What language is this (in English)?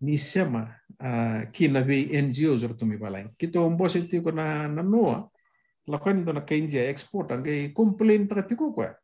Fijian